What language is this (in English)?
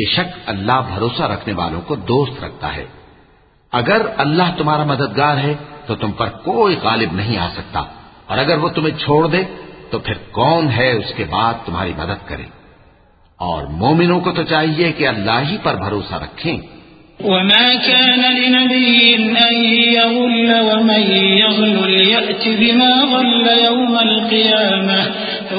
Urdu